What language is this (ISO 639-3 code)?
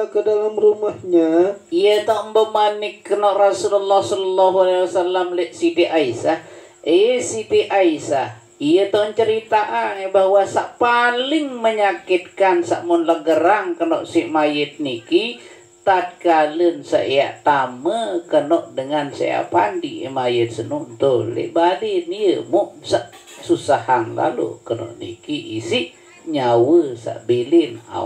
sas